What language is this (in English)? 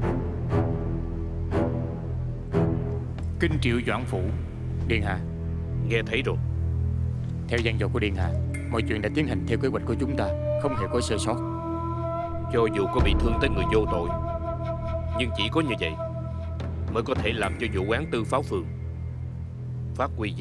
Vietnamese